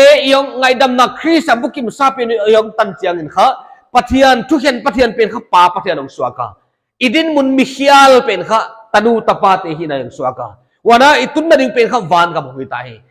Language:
Paite Chin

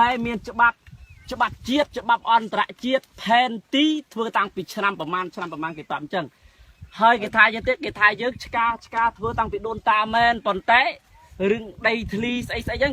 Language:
Khmer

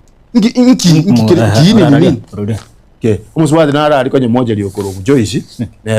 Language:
Gusii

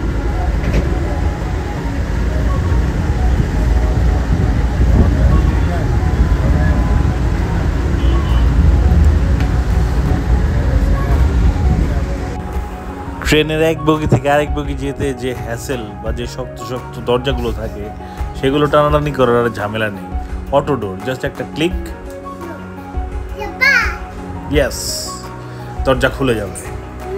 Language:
Bangla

